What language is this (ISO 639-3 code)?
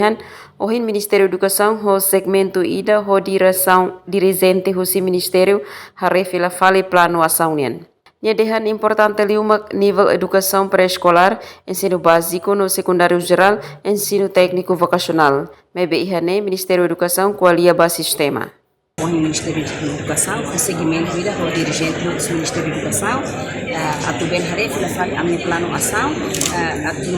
tet